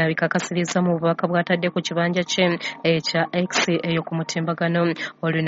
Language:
Ganda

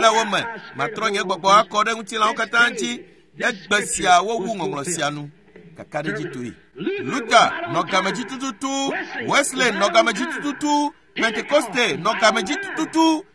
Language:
Ewe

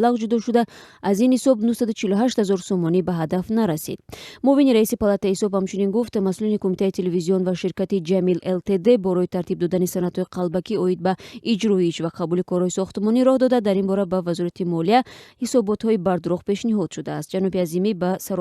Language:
Tajik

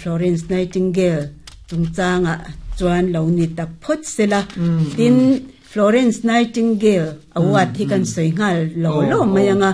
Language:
Mizo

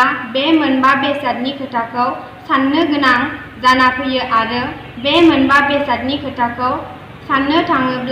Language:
Bodo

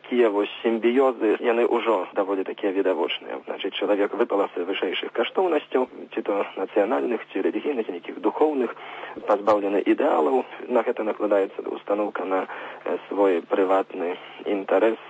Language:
Belarusian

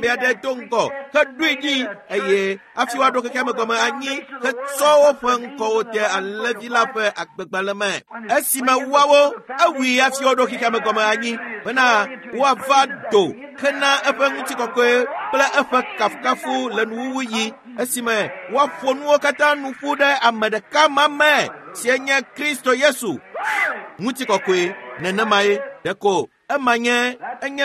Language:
Ewe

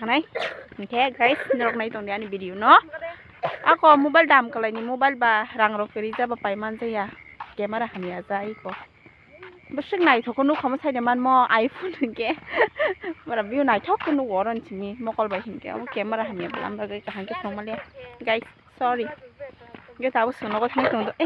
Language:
Kok Borok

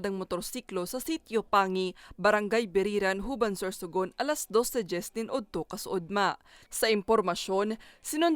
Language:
Bikol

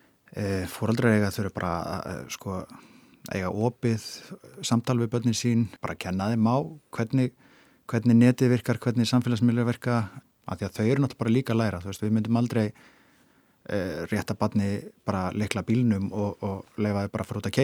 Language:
Icelandic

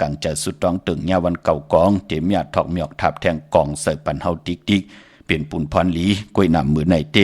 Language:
Shan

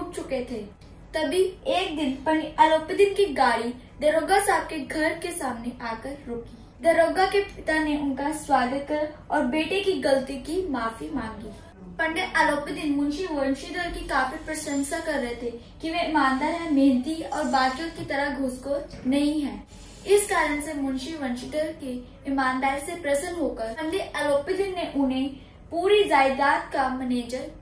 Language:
Hindi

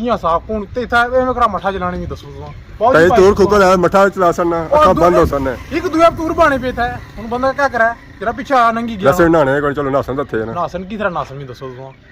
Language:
Pahari-Potwari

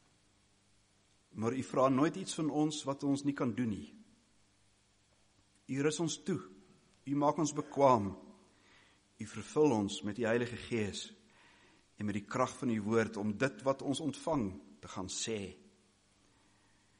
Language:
Afrikaans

